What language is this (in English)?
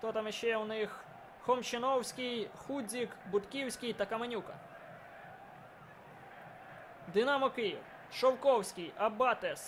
Ukrainian